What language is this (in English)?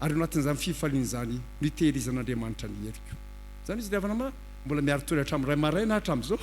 Malagasy